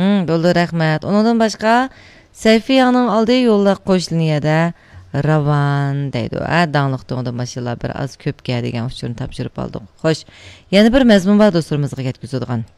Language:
Uyghur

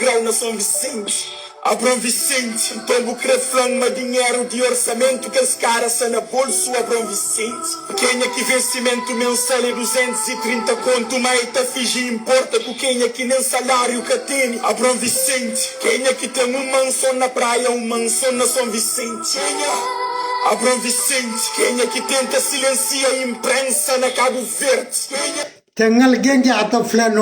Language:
Kabuverdianu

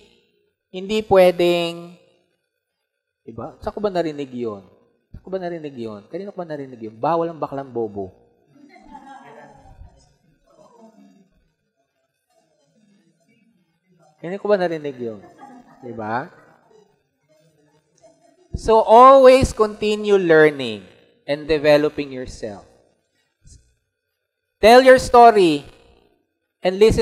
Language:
Filipino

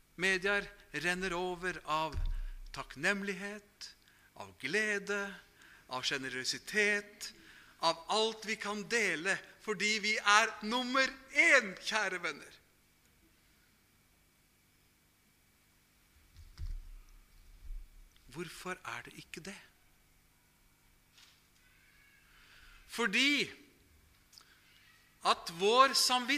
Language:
Norwegian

